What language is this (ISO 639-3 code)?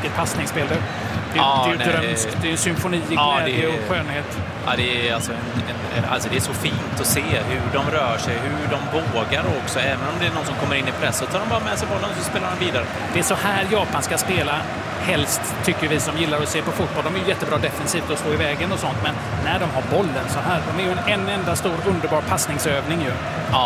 swe